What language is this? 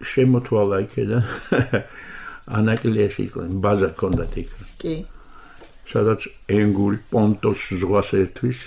Georgian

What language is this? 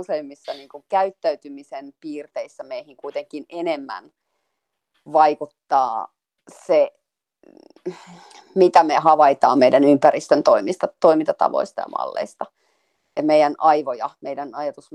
Finnish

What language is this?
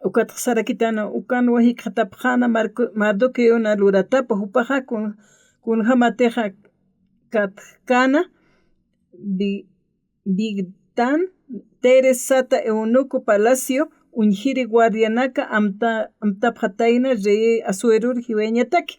Aymara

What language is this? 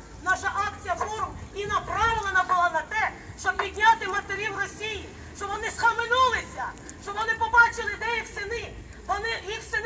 Ukrainian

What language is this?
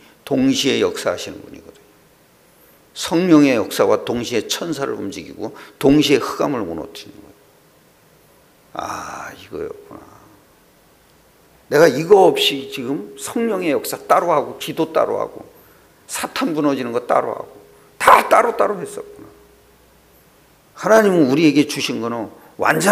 Korean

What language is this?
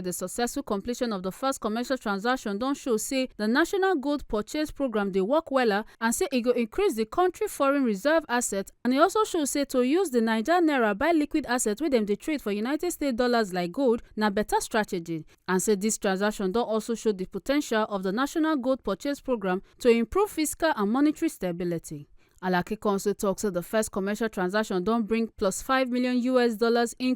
Nigerian Pidgin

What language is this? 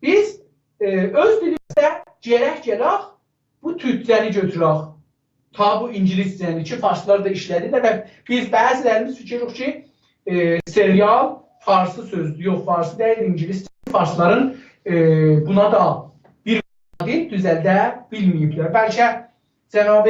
South Azerbaijani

